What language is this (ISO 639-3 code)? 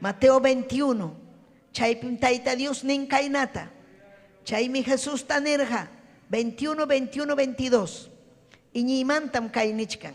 quy